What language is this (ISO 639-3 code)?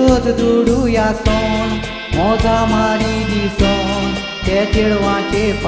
kok